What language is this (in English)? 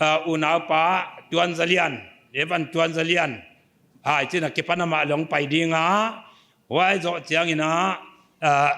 Paite Chin